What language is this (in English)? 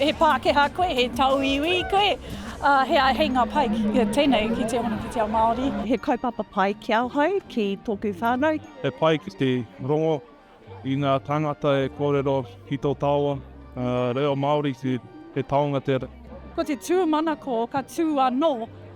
Māori